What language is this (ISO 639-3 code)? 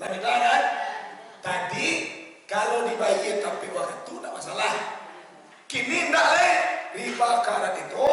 min